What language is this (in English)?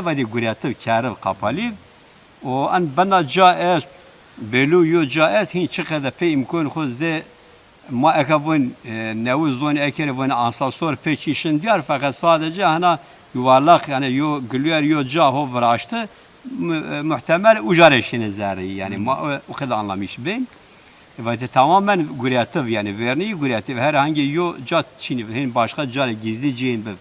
Zaza